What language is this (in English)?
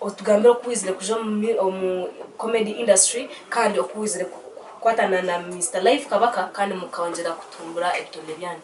Nyankole